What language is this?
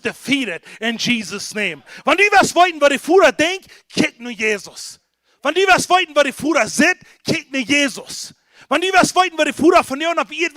Plautdietsch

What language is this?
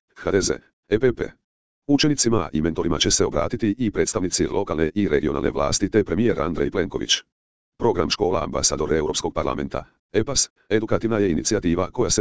Croatian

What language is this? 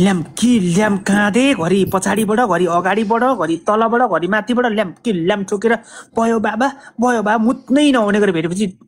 Nepali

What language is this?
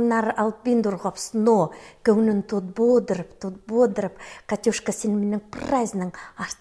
Khakas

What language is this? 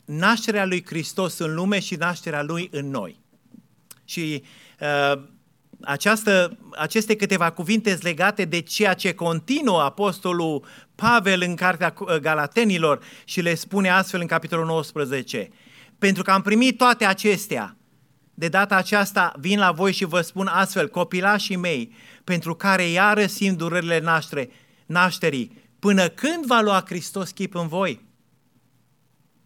Romanian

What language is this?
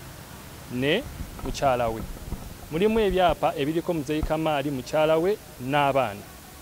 Ganda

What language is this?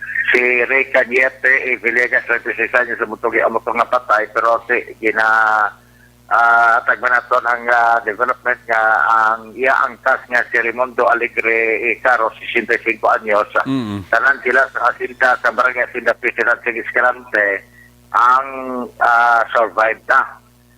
Hiligaynon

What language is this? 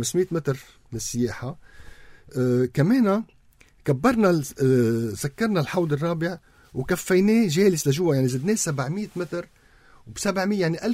North Levantine Arabic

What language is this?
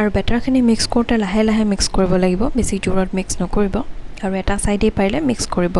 Assamese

